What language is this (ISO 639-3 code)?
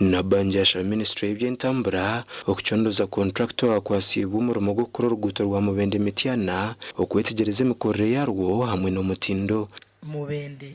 nyn